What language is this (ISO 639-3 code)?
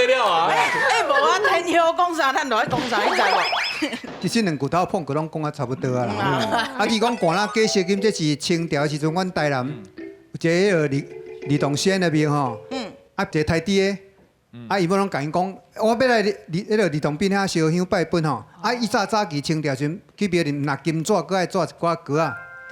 nan